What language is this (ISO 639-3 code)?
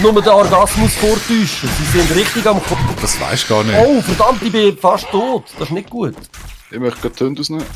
gsw